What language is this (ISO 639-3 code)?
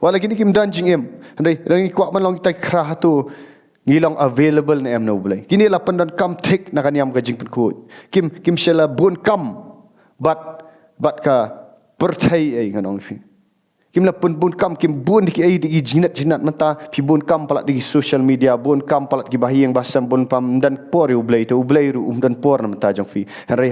kha